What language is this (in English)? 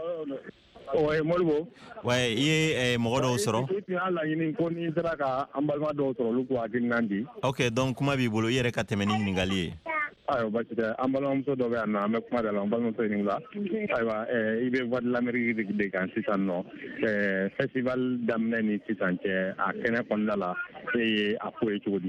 Bambara